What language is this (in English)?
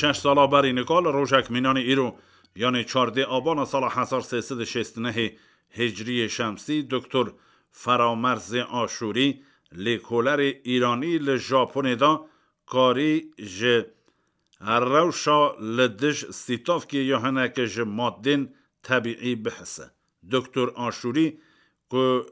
Kurdish